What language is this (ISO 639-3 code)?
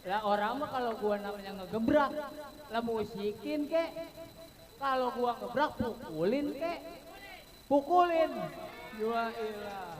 bew